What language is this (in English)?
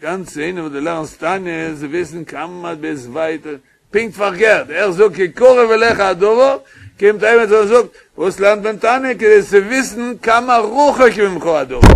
Yiddish